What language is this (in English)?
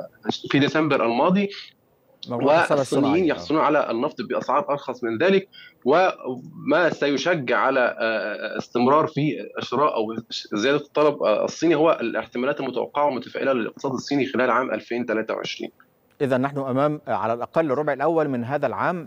Arabic